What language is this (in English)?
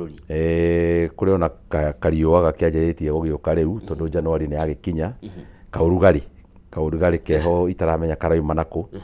Kikuyu